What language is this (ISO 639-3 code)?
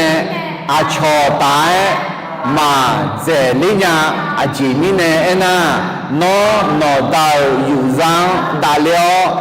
ahk